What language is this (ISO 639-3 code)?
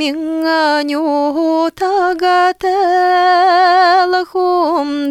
bua